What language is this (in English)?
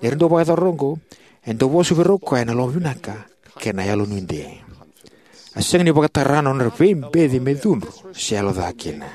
Fijian